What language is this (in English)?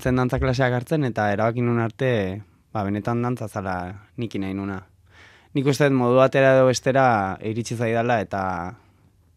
Basque